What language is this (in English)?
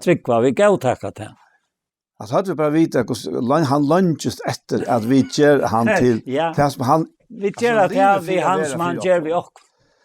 Faroese